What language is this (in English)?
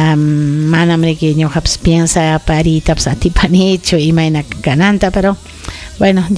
Ayacucho Quechua